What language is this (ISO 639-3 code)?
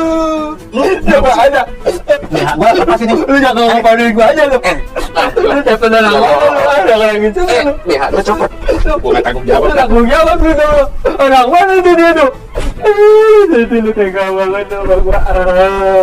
bew